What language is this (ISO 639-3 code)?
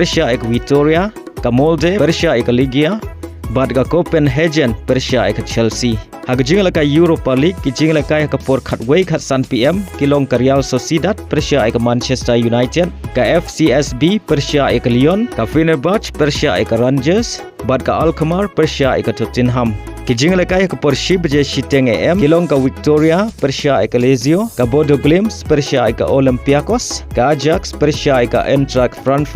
kha